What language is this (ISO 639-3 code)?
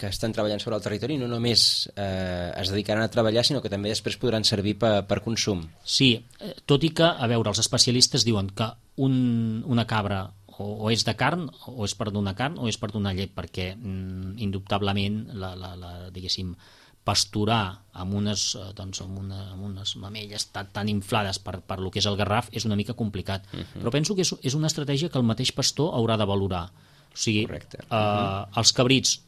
cat